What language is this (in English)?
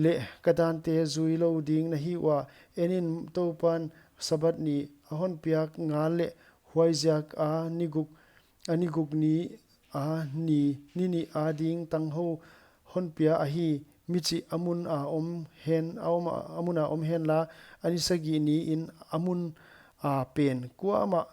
Paite Chin